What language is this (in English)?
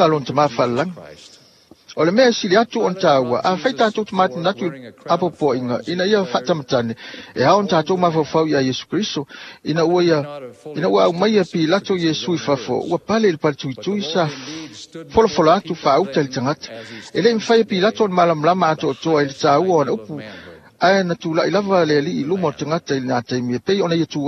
Samoan